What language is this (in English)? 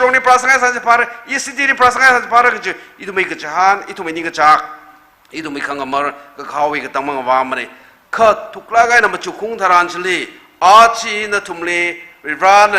Tangkhul Naga (India)